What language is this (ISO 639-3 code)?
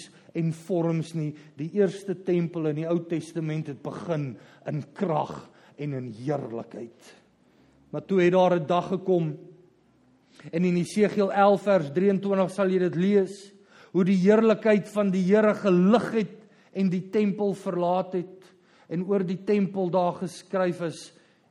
afr